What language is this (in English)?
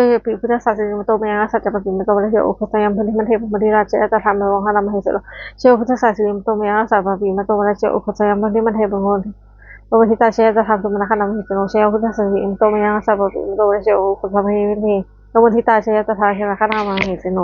Pali